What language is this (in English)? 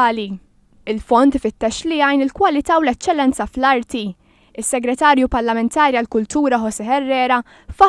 Maltese